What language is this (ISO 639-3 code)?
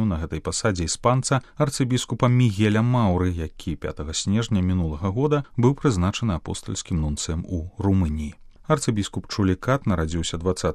bel